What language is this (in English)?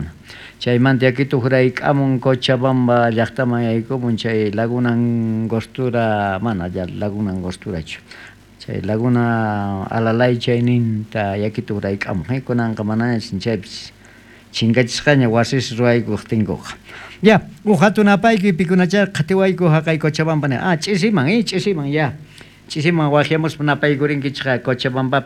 South Bolivian Quechua